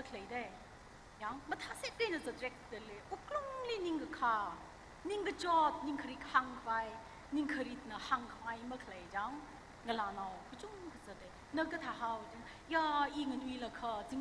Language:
Tangkhul Naga (India)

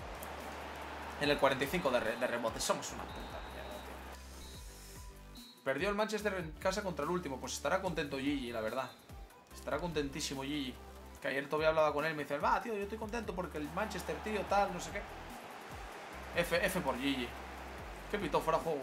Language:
Spanish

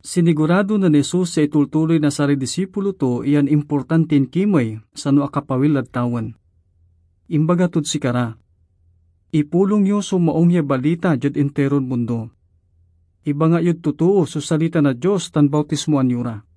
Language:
Pangasinan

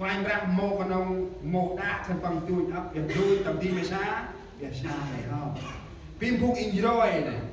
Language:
Central Mnong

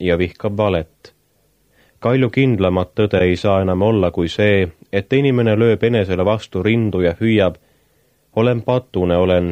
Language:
Estonian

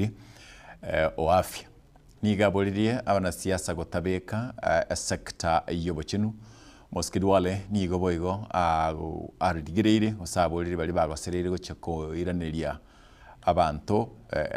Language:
Gusii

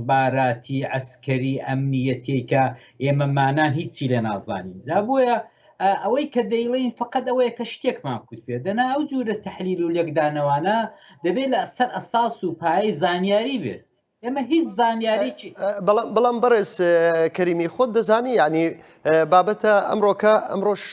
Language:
Central Kurdish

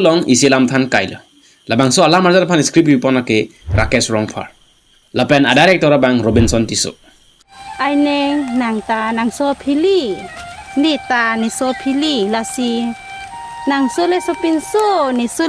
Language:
Karbi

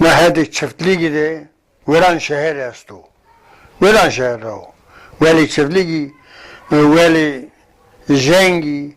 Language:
Zaza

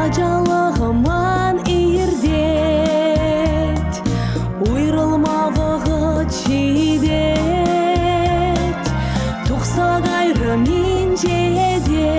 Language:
Chuvash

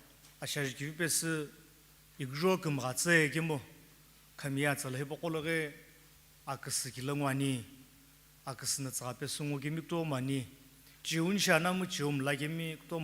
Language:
Sumi Naga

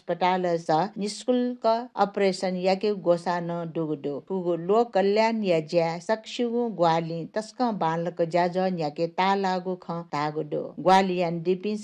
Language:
Newari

